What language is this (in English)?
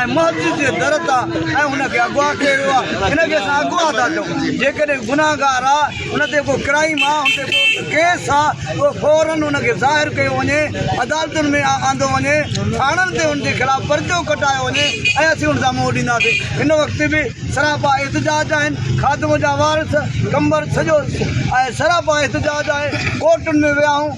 Sindhi